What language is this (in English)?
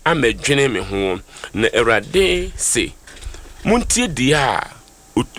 Akan